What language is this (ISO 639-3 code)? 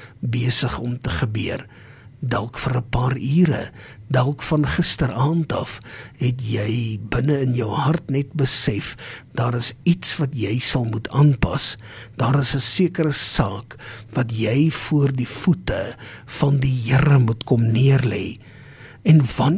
afr